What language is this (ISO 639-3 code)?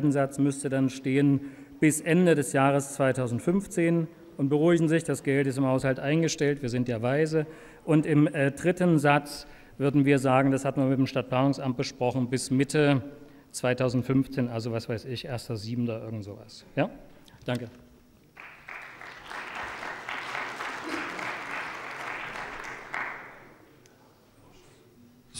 deu